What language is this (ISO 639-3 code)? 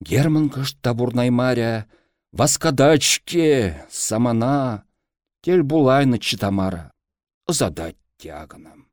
chv